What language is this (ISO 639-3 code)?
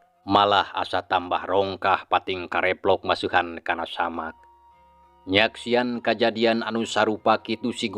sun